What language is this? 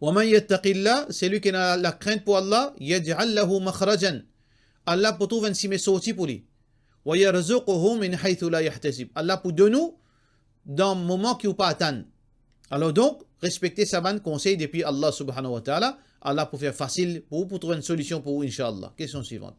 Morisyen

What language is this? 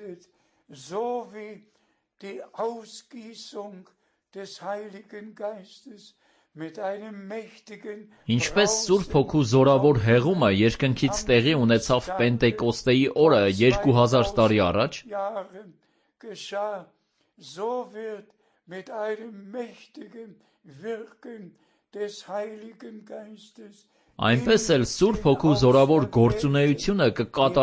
Armenian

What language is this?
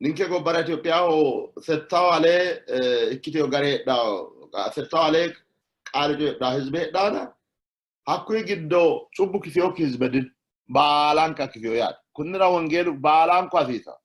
Sidamo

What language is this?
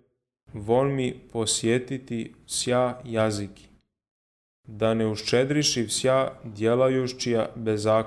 Serbian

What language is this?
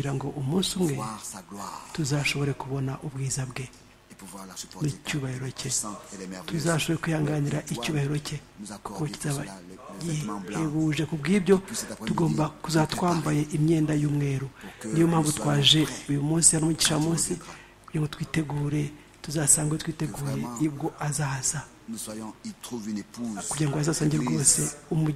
Kinyarwanda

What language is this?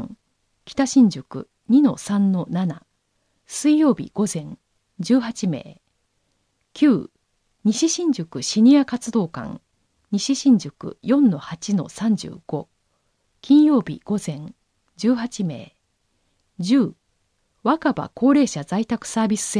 Japanese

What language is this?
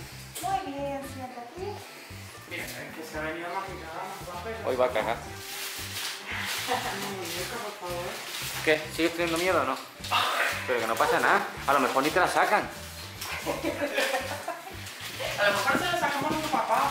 Spanish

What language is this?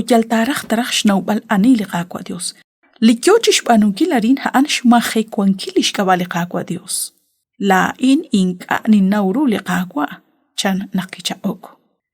Kekchí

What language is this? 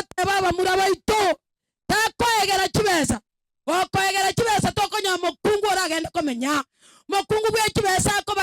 Gusii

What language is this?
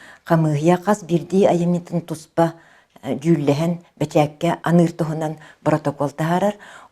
Yakut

